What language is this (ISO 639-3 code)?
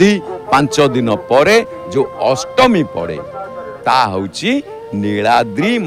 ori